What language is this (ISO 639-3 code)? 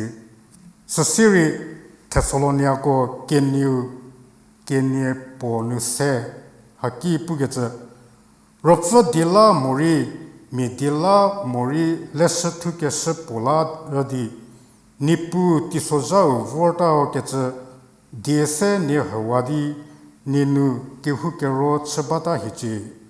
njm